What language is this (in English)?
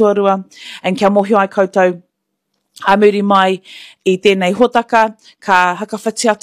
Māori